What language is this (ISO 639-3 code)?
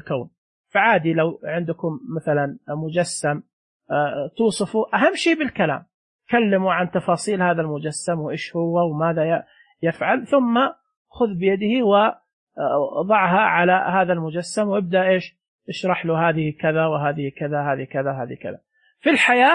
ars